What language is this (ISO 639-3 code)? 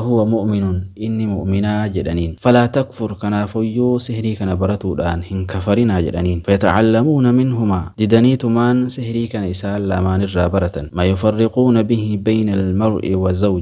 orm